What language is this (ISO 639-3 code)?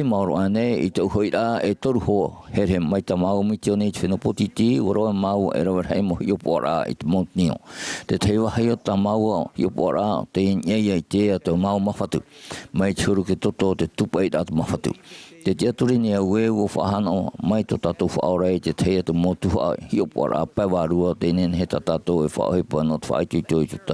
tah